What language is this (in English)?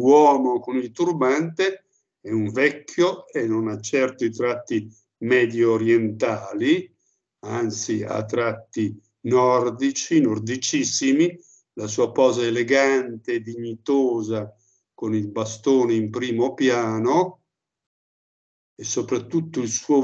Italian